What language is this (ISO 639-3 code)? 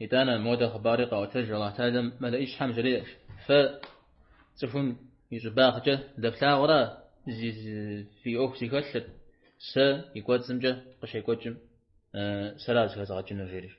kbd